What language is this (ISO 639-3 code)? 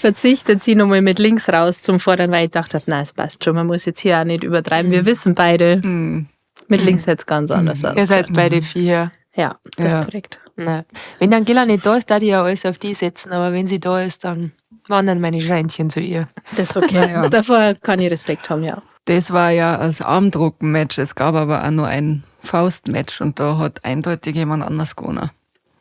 bar